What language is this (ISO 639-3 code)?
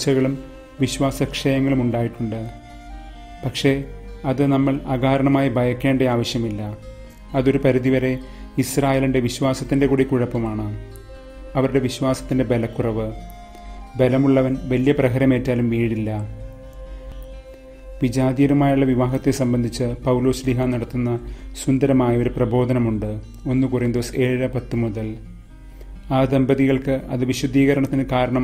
mal